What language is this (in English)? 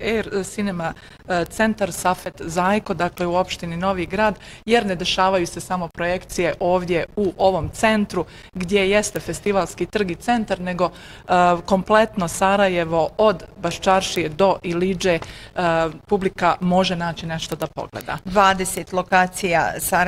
Bosnian